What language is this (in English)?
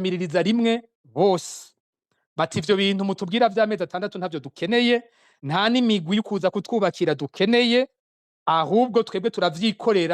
Rundi